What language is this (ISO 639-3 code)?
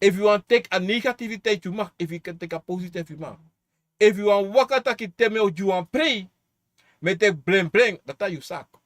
srn